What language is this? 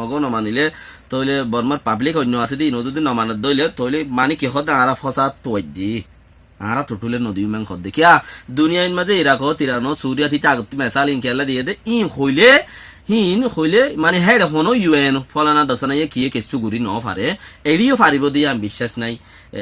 Rohingya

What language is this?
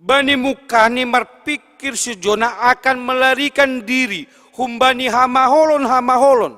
Batak Simalungun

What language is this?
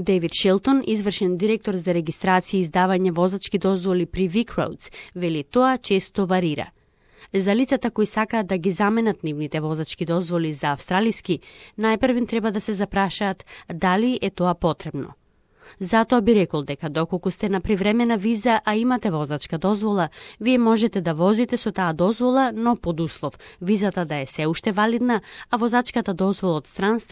Macedonian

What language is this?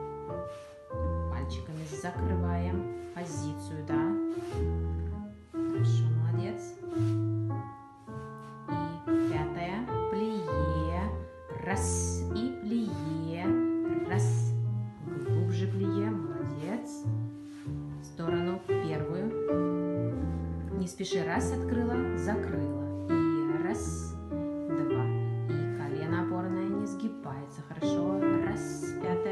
Russian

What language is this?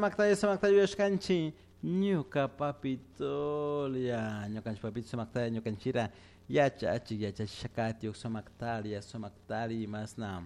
Chimborazo Highland Quichua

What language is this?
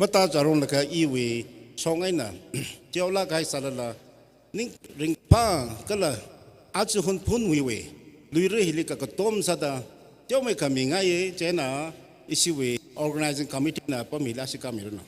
Tangkhul Naga (India)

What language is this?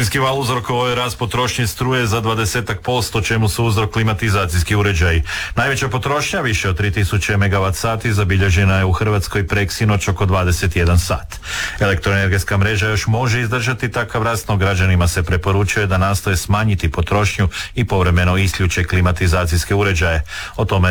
Croatian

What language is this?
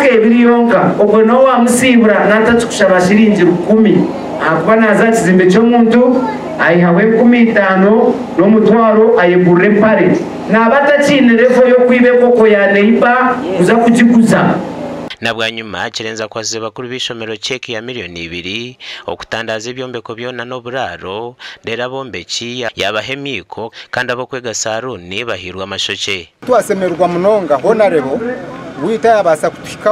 Nyankole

